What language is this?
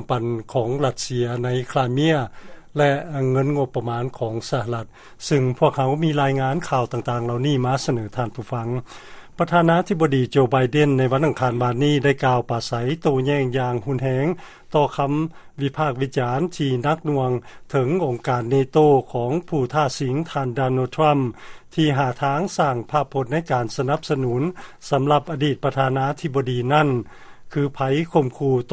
Lao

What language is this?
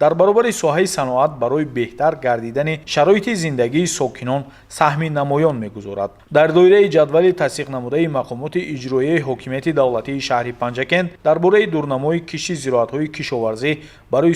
Tajik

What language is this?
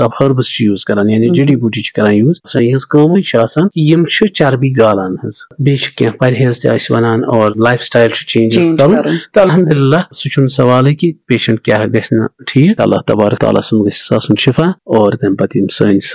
Kashmiri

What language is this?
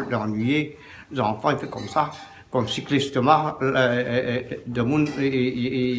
Réunion Creole French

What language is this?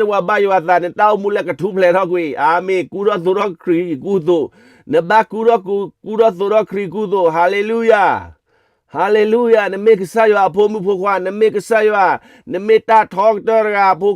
S'gaw Karen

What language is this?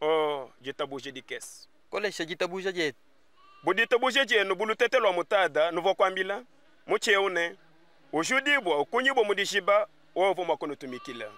Luba-Lulua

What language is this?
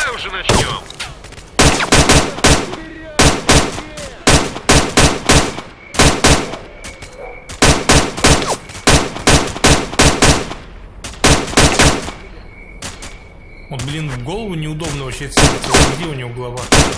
Russian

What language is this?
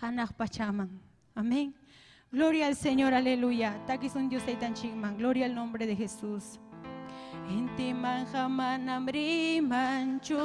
Ayacucho Quechua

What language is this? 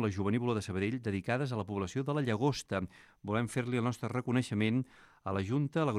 Catalan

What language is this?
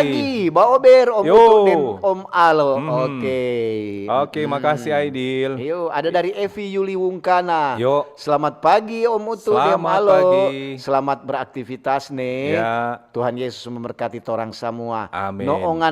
Manado Malay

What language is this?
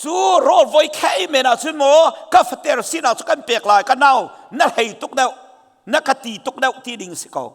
Hakha Chin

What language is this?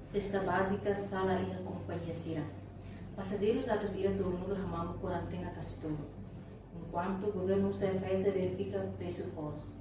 Tetum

